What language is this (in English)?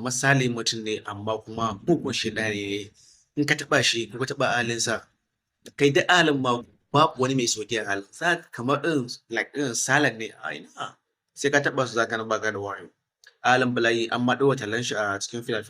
Hausa